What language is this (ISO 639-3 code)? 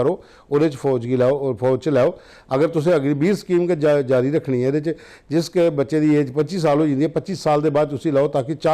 doi